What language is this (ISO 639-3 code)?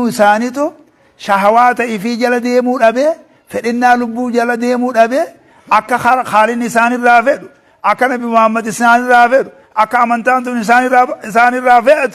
orm